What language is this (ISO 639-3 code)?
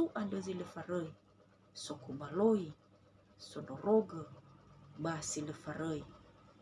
nia